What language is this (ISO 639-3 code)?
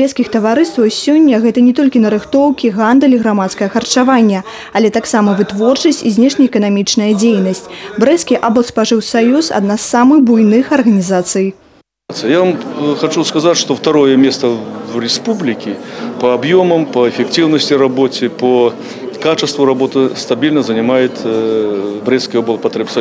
bel